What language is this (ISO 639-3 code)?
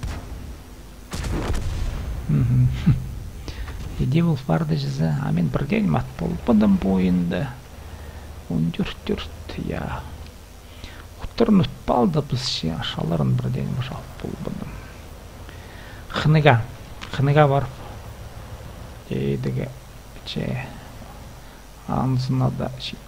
kaz